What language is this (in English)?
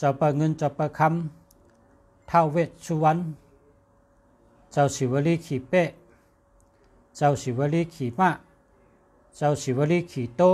Shan